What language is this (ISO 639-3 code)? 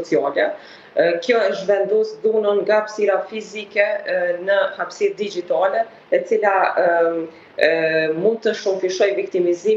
sqi